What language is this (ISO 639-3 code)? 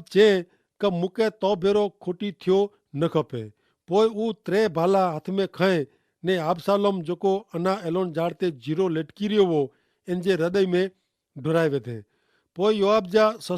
kfr